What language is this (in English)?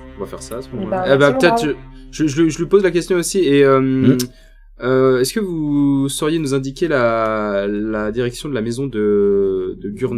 French